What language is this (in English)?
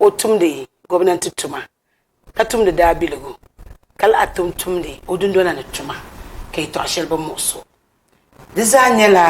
Dagbani